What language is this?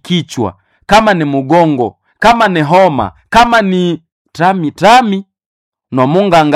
Nande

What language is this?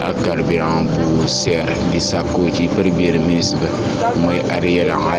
Wolof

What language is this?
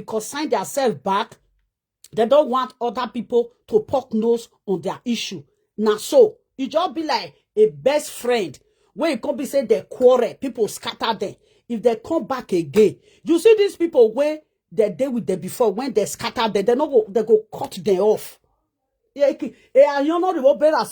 Nigerian Pidgin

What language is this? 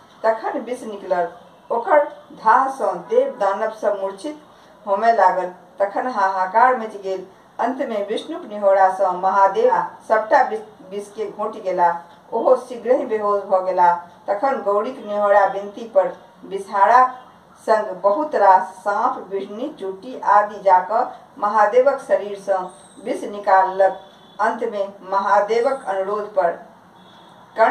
Maithili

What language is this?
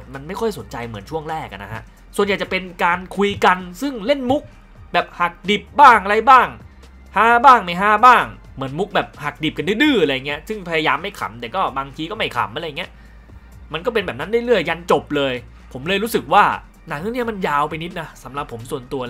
Thai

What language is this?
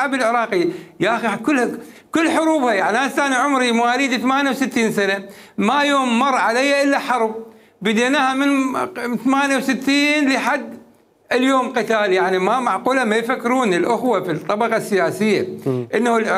Mesopotamian Arabic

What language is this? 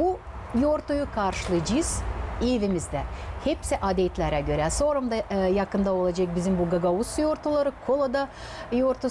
Gagauz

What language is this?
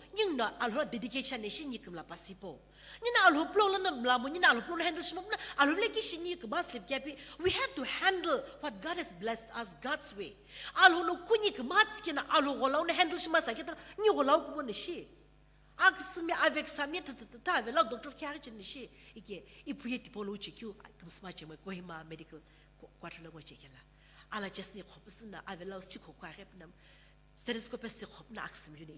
Sumi Naga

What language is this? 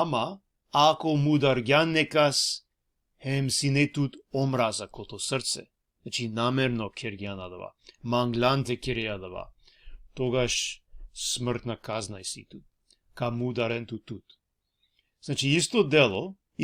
Balkan Romani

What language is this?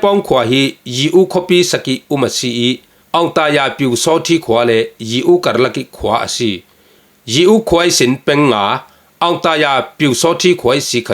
Falam Chin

